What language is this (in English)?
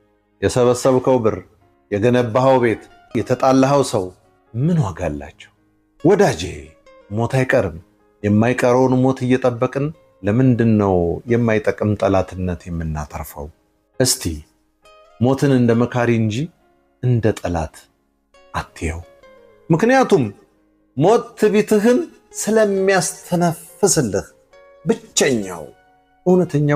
Amharic